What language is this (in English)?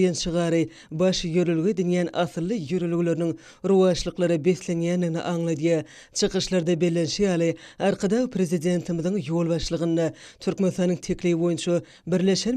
Turkmen